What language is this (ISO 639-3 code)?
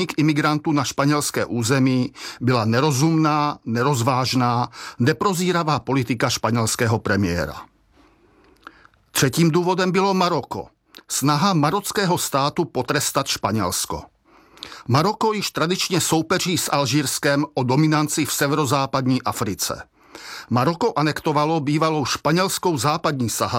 ces